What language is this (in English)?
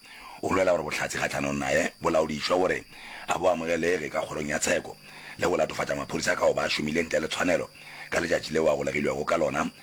Northern Sotho